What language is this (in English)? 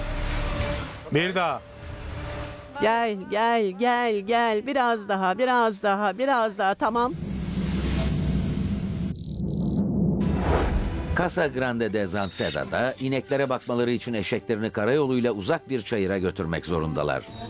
Turkish